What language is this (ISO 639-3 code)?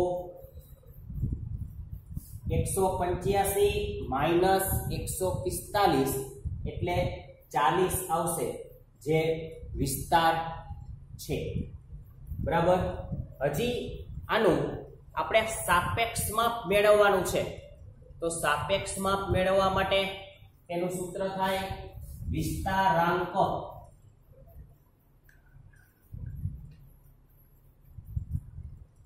guj